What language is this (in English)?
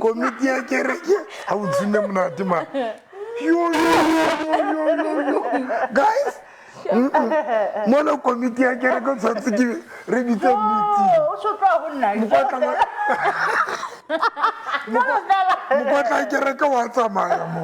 Southern Sotho